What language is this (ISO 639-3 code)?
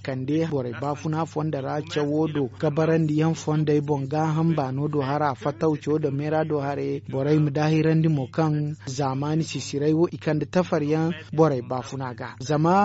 dje